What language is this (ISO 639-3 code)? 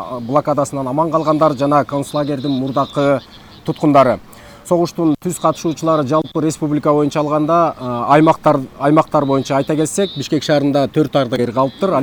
kir